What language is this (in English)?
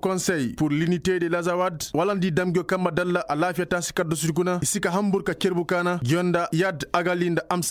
Koyraboro Senni